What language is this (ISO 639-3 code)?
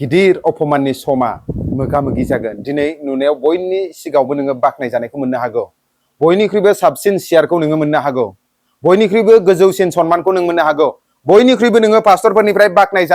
brx